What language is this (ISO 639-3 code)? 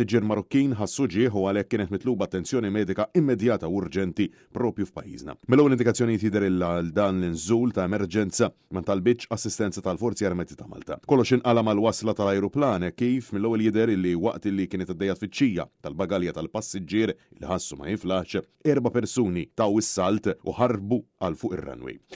mlt